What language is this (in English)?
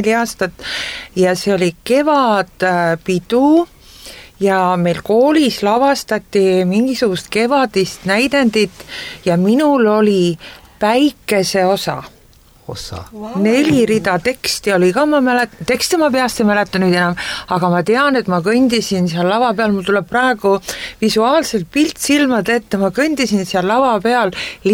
Estonian